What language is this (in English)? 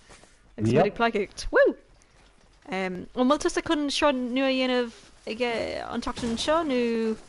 Irish